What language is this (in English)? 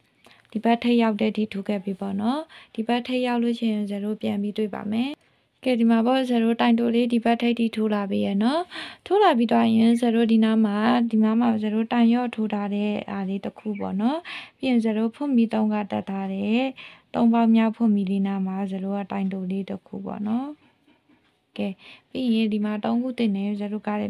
Burmese